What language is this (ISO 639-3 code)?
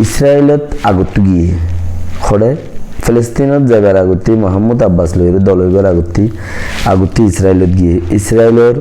rhg